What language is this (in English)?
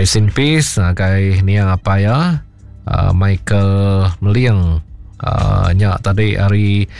Iban